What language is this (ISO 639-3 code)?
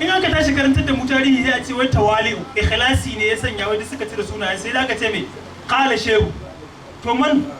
hau